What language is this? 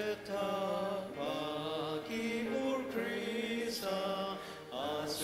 Ao Naga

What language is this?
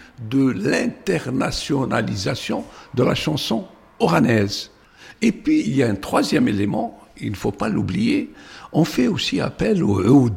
French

